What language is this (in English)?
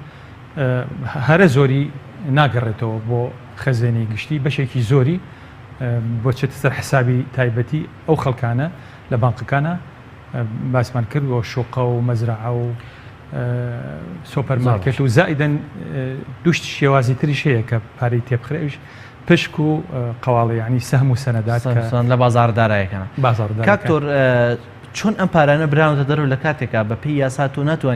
Central Kurdish